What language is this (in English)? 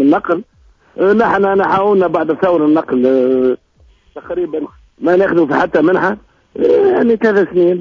Tunisian Arabic